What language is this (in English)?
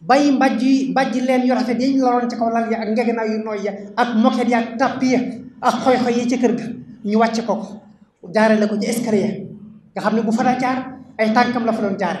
Wolof